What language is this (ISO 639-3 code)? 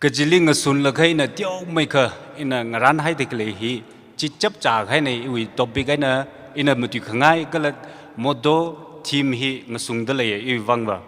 nmf